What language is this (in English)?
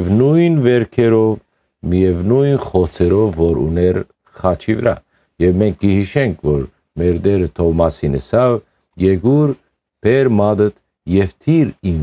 Western Armenian